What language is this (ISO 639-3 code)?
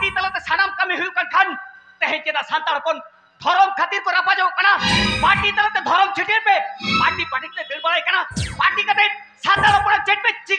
sat